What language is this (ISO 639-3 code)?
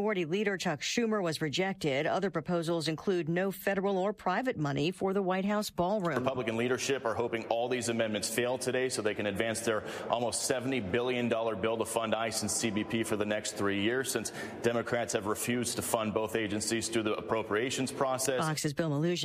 eng